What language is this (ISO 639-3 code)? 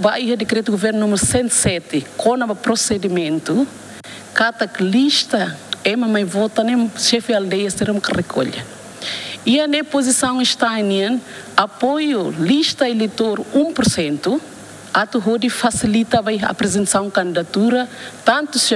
tet